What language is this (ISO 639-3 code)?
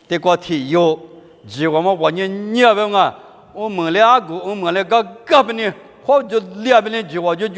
lis